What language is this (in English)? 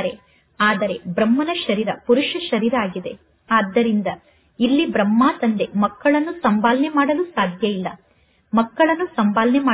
Kannada